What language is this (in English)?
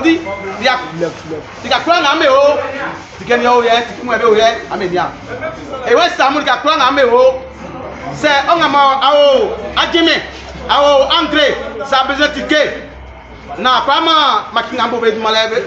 Baoulé